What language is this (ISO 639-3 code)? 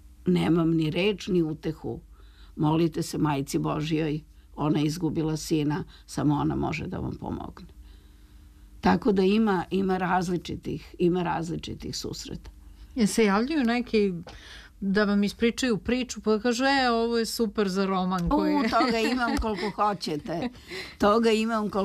srp